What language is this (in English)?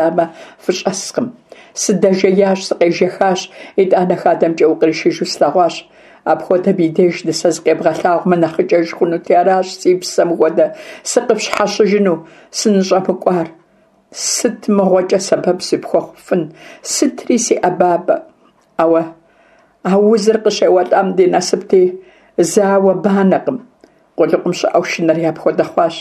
Kabardian